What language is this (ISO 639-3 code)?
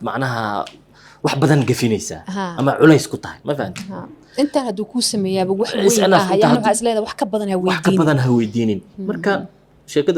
som